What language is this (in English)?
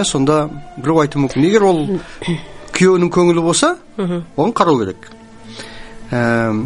Kazakh